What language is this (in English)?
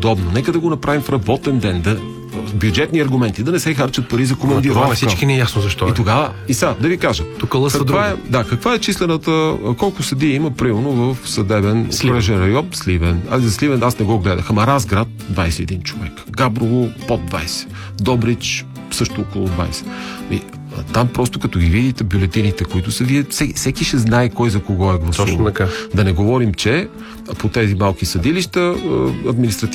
Bulgarian